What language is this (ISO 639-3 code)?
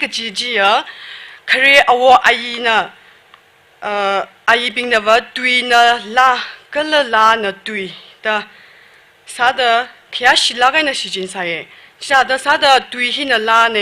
nmf